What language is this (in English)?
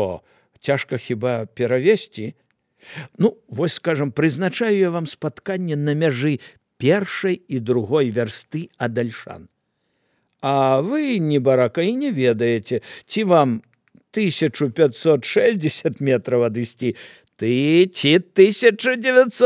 Belarusian